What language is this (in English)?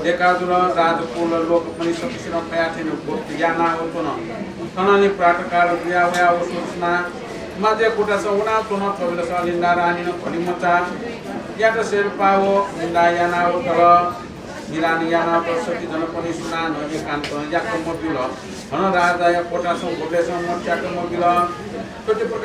Newari